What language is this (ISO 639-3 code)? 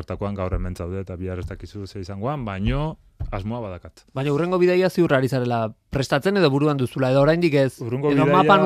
eus